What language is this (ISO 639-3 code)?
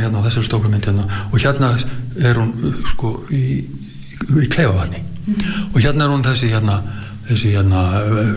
isl